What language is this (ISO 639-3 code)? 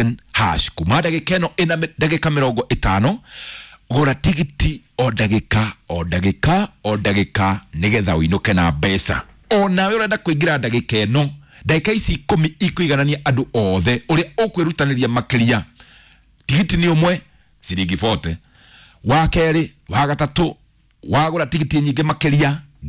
kik